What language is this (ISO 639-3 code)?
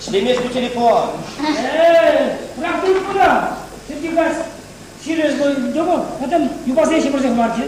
chv